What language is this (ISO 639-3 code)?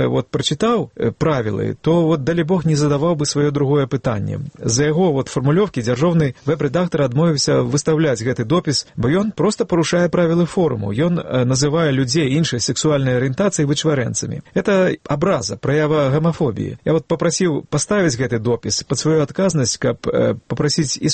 bel